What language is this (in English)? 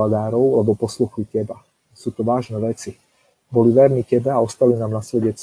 Slovak